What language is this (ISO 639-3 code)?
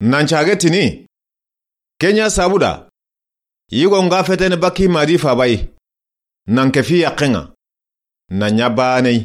snk